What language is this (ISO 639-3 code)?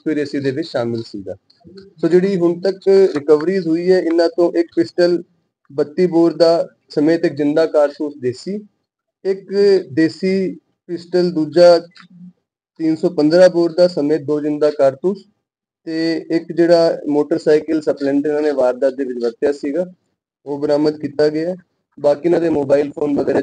pan